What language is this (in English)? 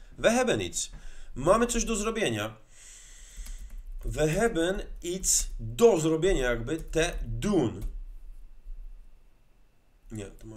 Polish